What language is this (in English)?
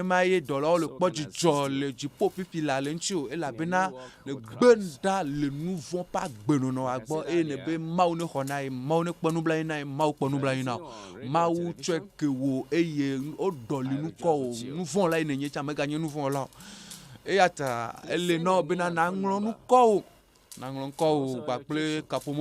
Ewe